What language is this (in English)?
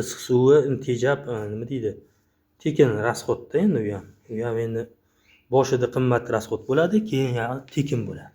Uzbek